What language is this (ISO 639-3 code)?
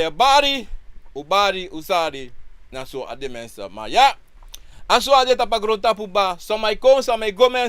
srn